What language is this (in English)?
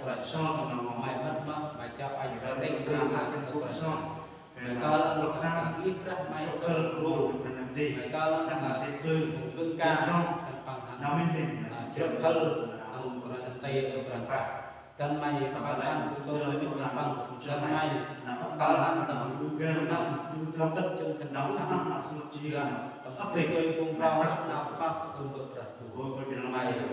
Central Mnong